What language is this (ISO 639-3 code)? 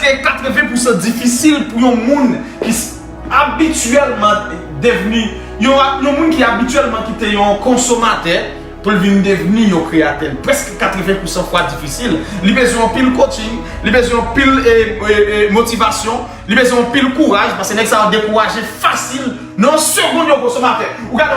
hat